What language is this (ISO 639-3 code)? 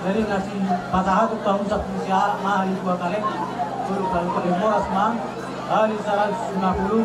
bbc